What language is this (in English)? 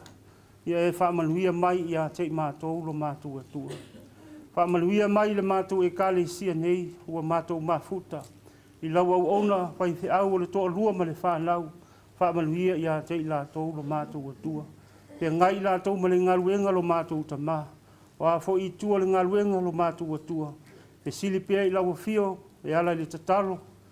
Samoan